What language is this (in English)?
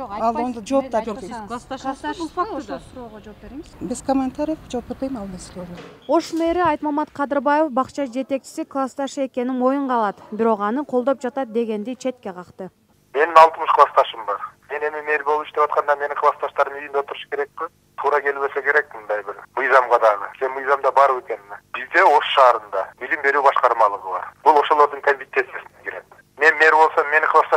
Kyrgyz